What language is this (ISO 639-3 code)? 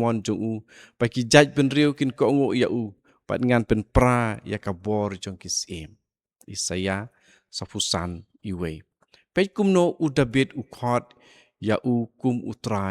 kha